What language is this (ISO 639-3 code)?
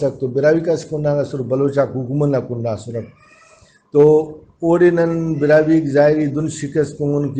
brh